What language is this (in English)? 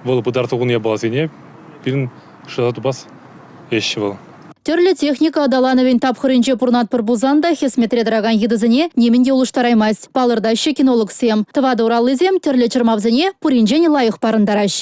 Chuvash